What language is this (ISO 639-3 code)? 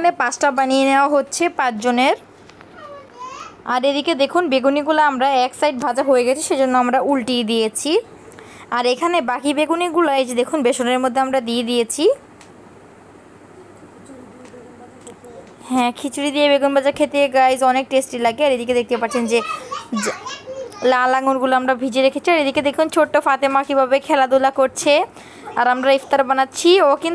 ben